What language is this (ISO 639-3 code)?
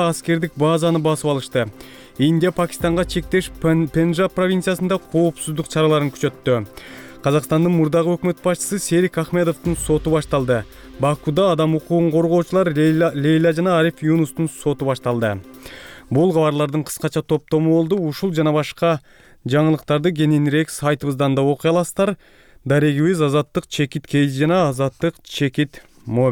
kir